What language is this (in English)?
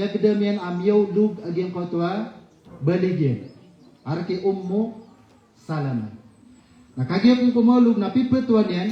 Maranao